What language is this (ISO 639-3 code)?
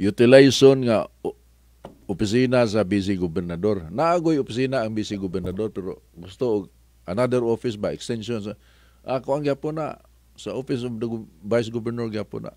ceb